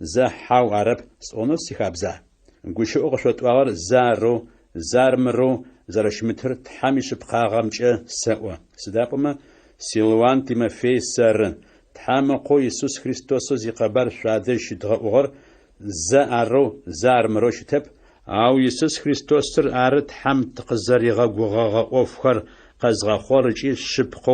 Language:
Adyghe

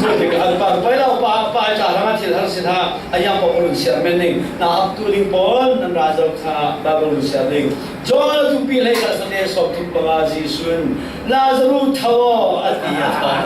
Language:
Falam Chin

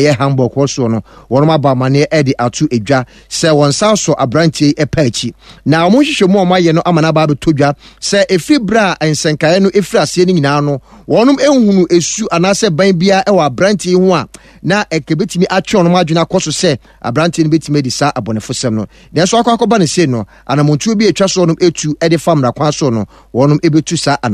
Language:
Akan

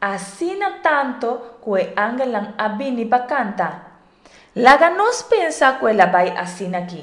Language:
Papiamento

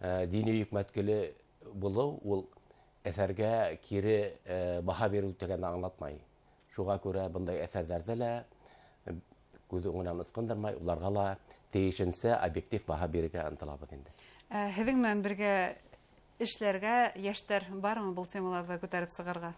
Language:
Bashkir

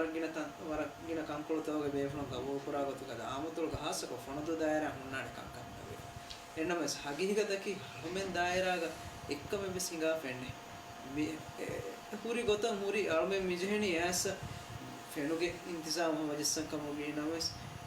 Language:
Divehi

